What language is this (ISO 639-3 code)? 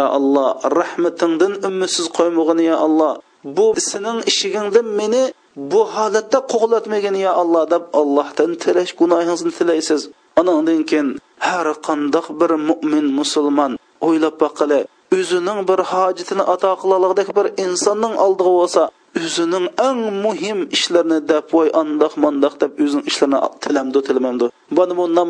uig